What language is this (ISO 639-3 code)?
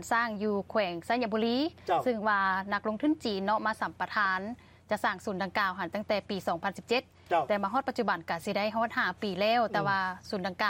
lao